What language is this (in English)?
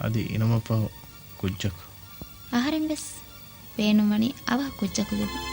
Divehi